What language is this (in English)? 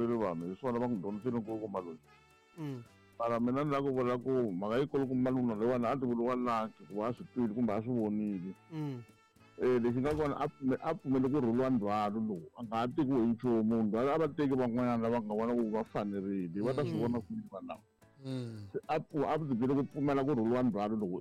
Tsonga